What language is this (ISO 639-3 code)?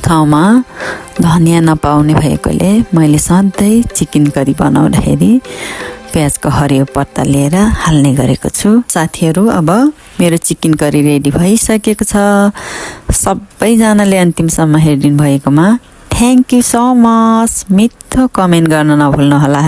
nep